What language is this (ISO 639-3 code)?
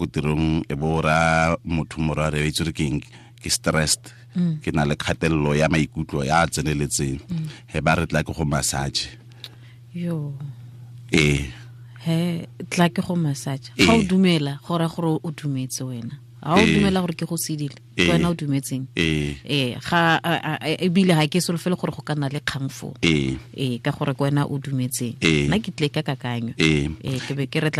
tsn